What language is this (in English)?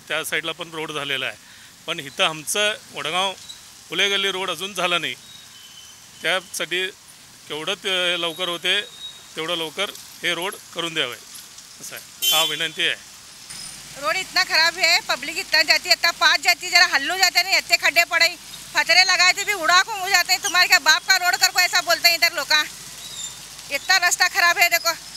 Marathi